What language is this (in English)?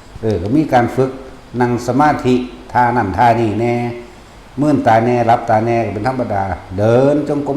Northeastern Thai